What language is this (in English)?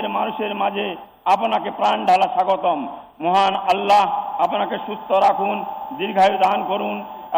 Bangla